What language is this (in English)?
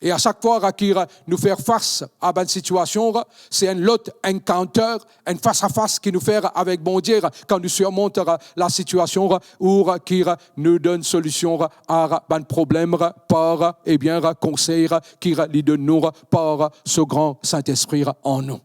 Morisyen